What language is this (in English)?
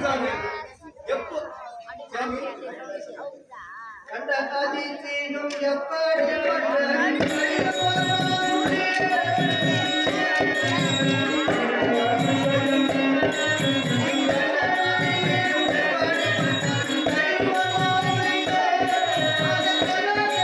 Tamil